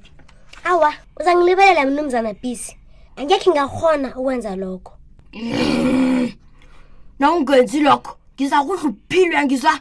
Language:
South Ndebele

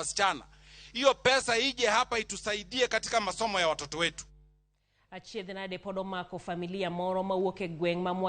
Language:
Luo (Kenya and Tanzania)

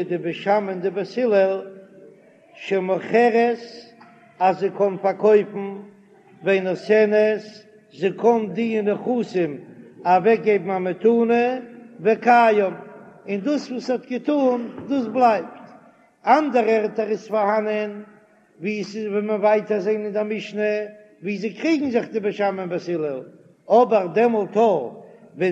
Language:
Yiddish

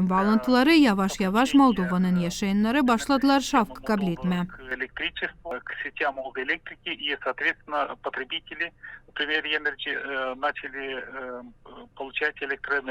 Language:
Gagauz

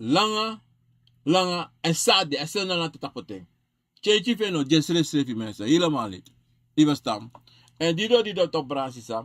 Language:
Sranan Tongo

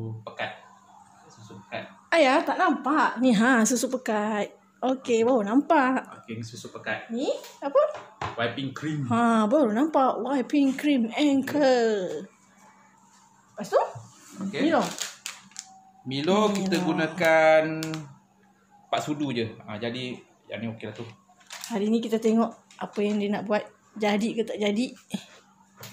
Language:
Malay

